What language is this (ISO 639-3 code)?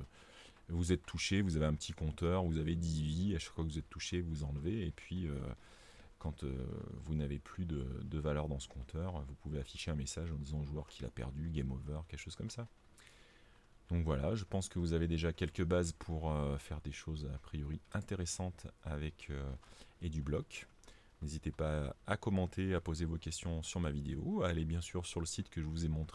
fra